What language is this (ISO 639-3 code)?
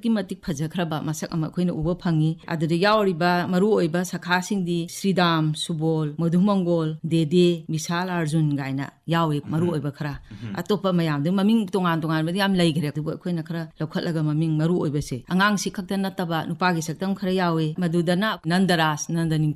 mni